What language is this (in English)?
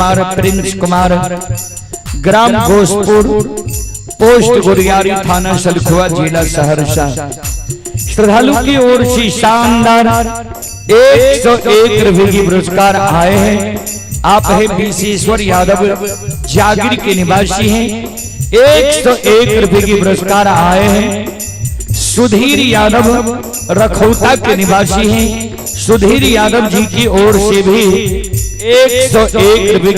Maithili